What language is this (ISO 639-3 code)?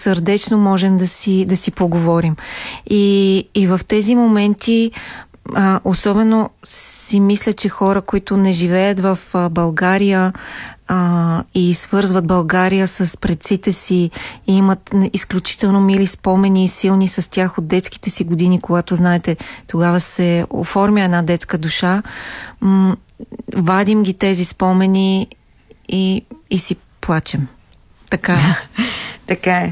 bul